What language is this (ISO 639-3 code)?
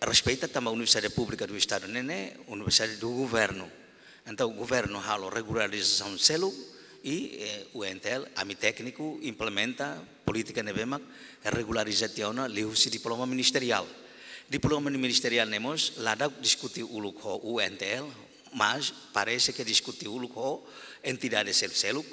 tet